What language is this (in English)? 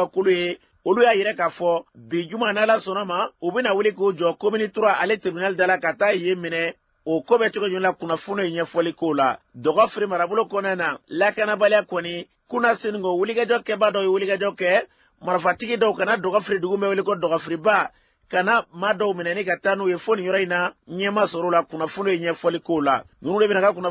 Bambara